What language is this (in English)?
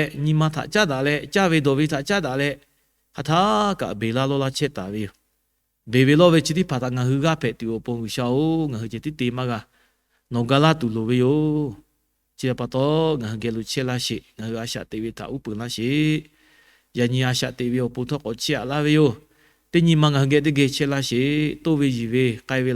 Lahu